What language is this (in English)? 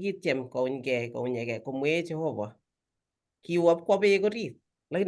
Kalenjin